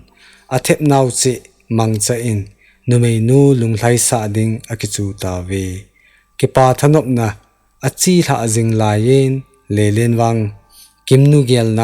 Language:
Thado Chin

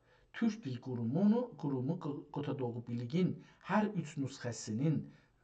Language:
South Azerbaijani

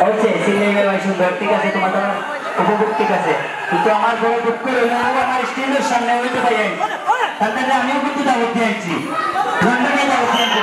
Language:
Sylheti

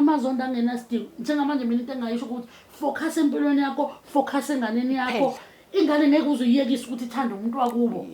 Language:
Zulu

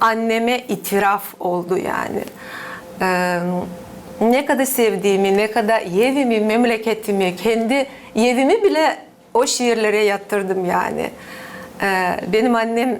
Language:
Gagauz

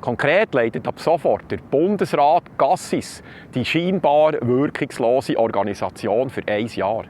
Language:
Swiss German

